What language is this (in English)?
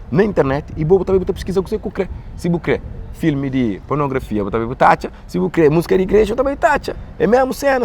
Kabuverdianu